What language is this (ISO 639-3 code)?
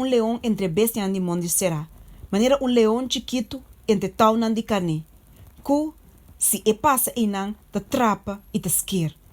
pap